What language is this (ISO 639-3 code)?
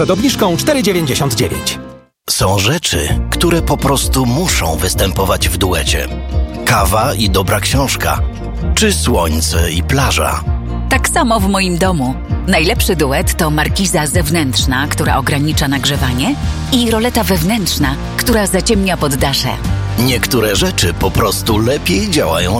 pol